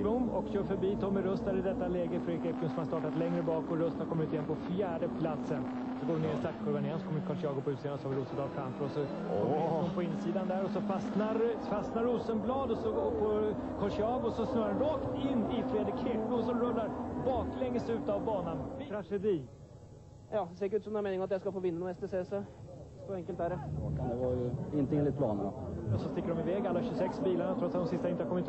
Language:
Swedish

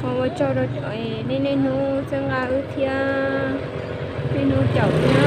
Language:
Hmong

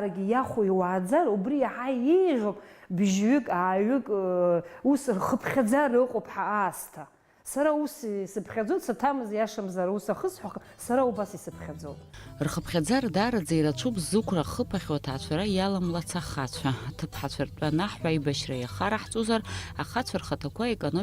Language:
Abkhazian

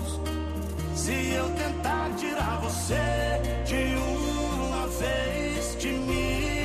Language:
Portuguese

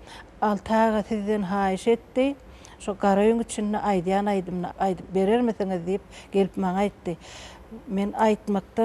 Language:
Turkmen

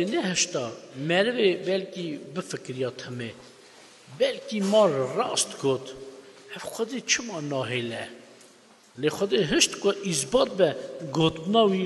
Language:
Kurdish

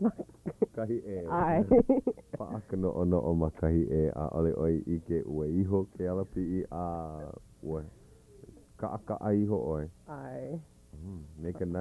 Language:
Hawaiian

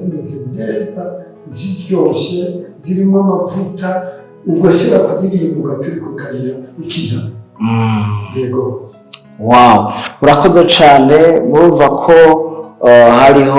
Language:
Rundi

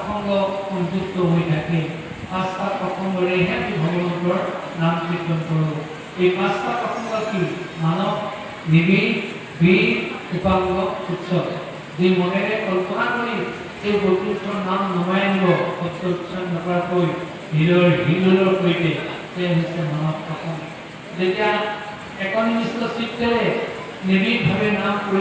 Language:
Assamese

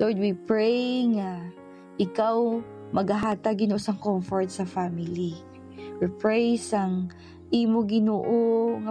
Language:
Hiligaynon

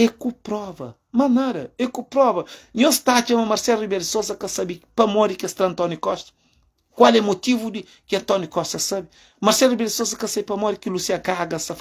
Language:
Kabuverdianu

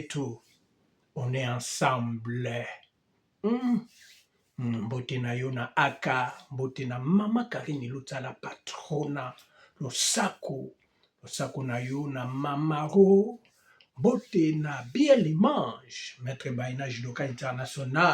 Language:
Lingala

